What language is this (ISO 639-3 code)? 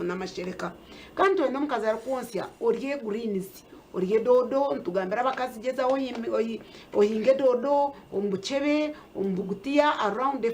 nyn